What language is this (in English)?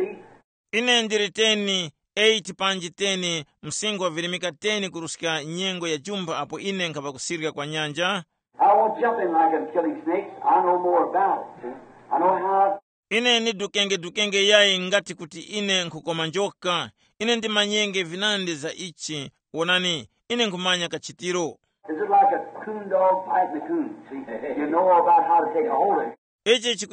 Tumbuka